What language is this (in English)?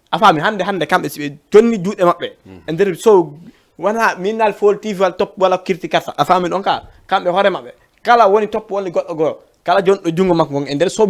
Fula